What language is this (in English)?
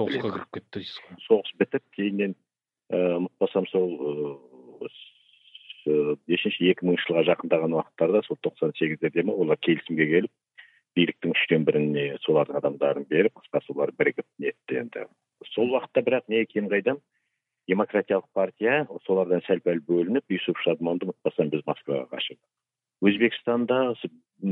Kazakh